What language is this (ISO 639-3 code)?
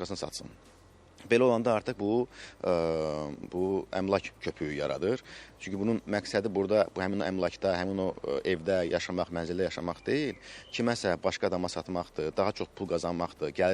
aze